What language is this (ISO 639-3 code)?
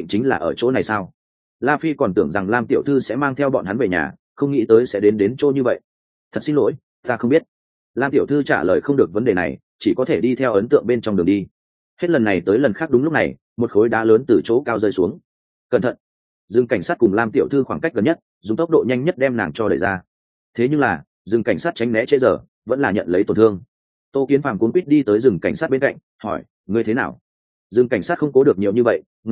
vie